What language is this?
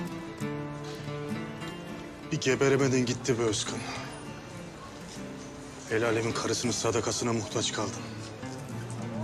Turkish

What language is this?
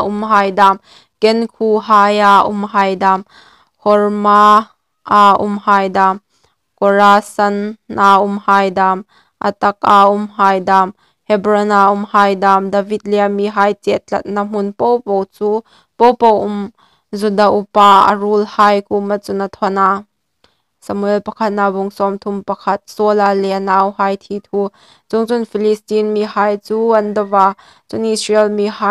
Hmar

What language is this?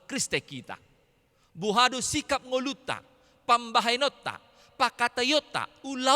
Batak Toba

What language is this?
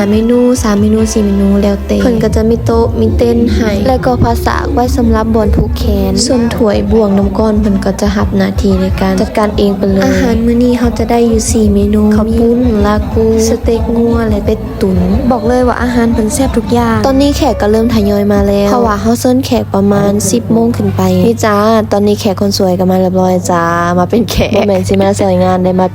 Lao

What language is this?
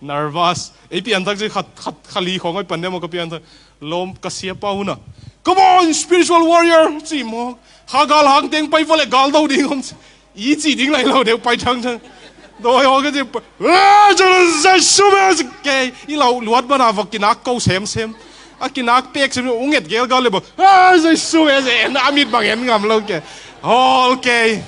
Tedim Chin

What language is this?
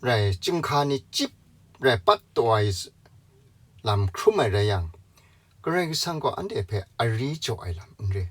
Kachin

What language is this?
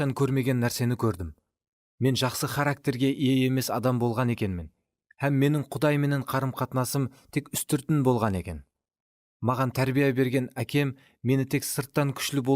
Kara-Kalpak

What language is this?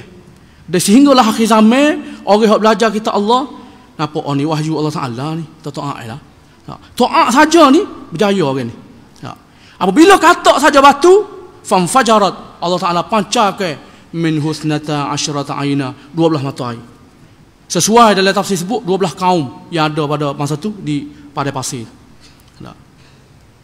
Malay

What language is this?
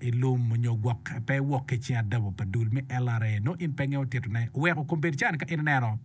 Acoli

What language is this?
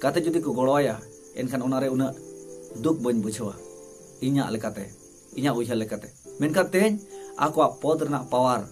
Santali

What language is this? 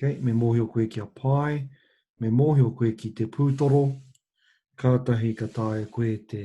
Māori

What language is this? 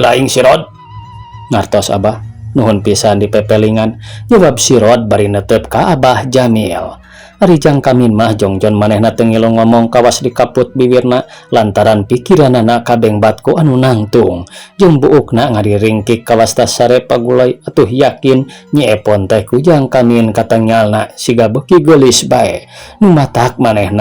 Sundanese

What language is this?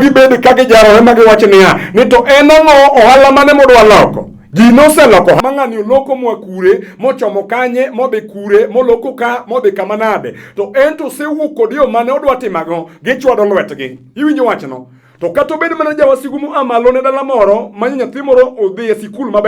Luo (Kenya and Tanzania)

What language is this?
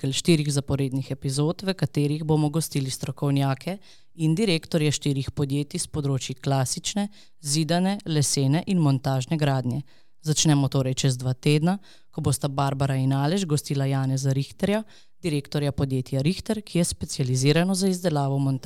Slovenian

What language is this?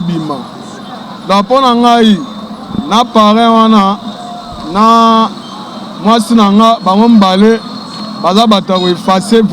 Lingala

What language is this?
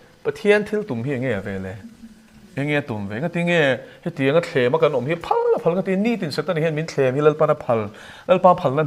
Mizo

